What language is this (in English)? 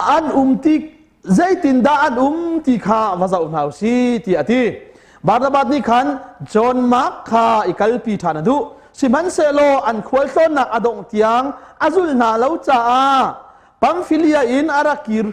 Hakha Chin